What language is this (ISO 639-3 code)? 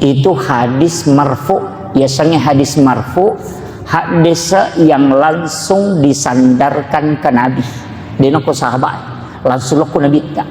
bug